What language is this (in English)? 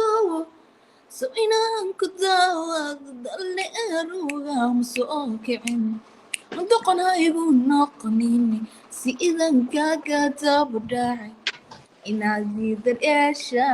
Somali